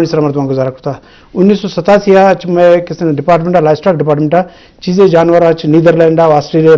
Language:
Eastern Balochi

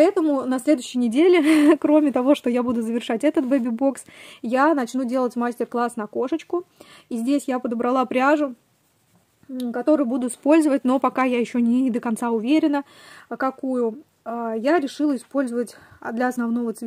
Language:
Russian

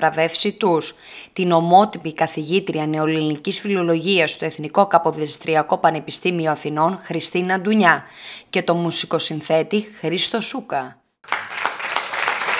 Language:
Greek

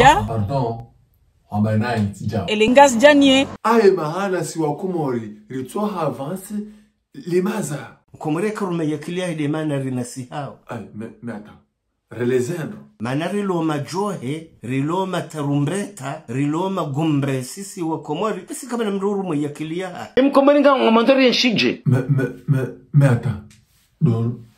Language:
Ngazidja Comorian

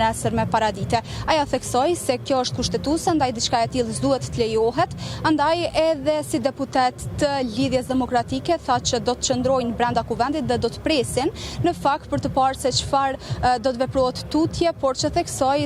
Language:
Albanian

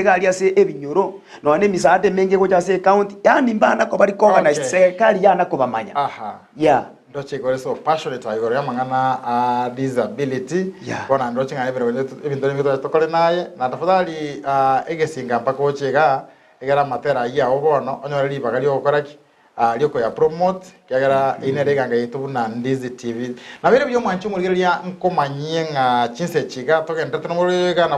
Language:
Gusii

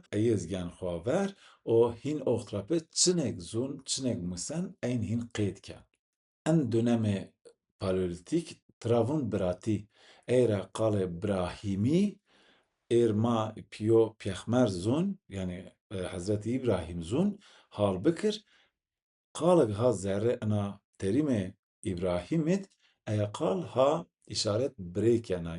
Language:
Zaza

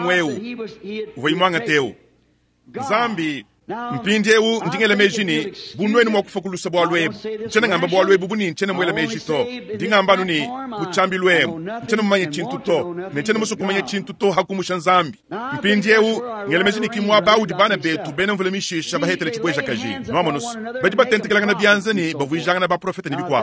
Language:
Luba-Lulua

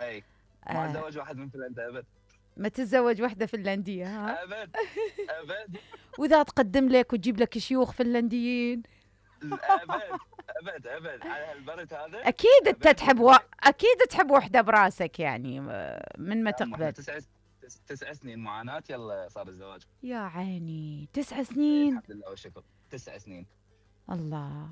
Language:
Mesopotamian Arabic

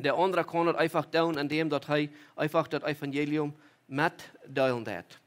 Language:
Plautdietsch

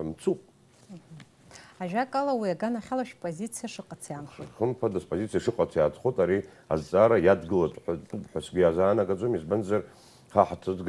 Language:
Abkhazian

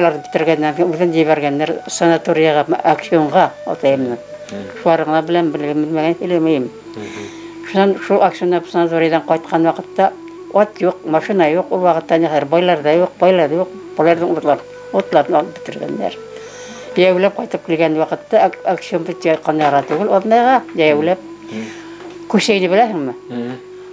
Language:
Bashkir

